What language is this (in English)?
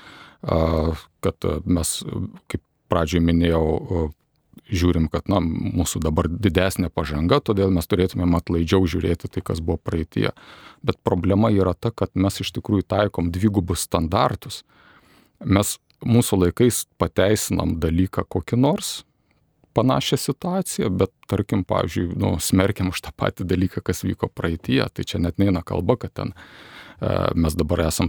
Lithuanian